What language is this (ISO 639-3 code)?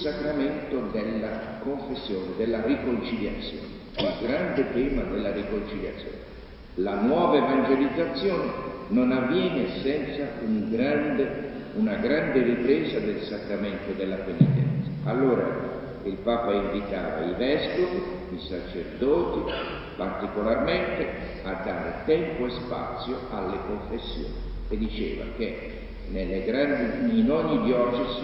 ita